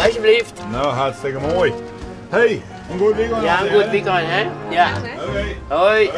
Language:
Western Frisian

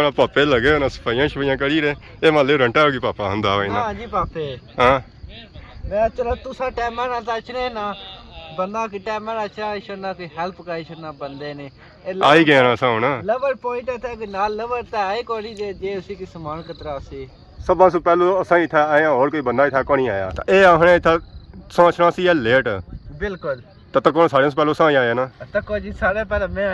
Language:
Pahari-Potwari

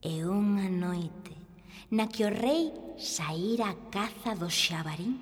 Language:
Galician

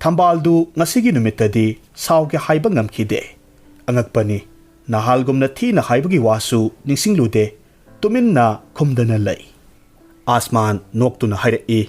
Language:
Manipuri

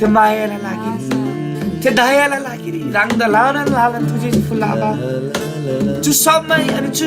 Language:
Eastern Tamang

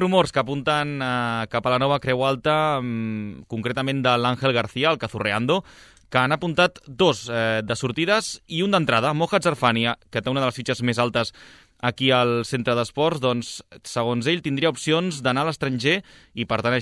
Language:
Catalan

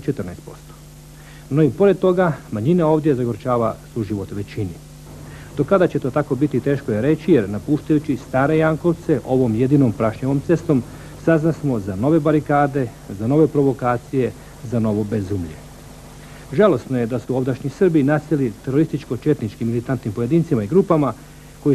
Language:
Croatian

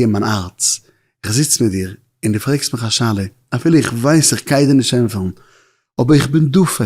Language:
Yiddish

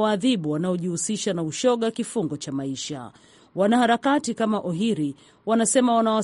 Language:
Swahili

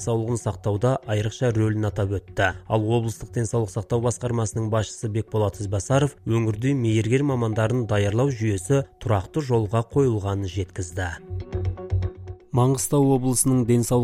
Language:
Kazakh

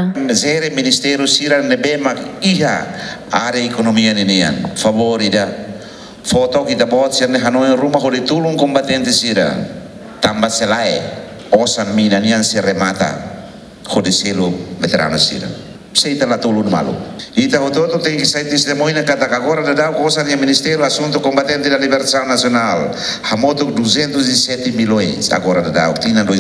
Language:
Tetum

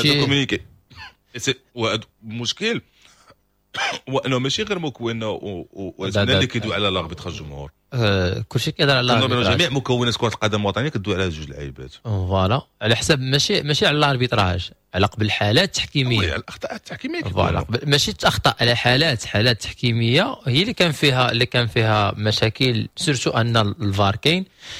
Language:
Moroccan Arabic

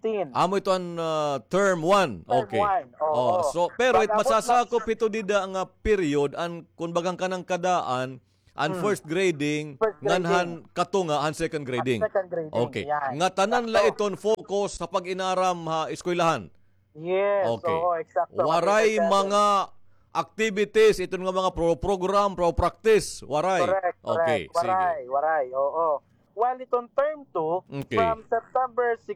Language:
Waray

